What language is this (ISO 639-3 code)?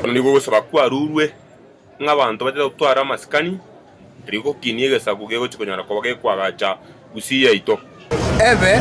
guz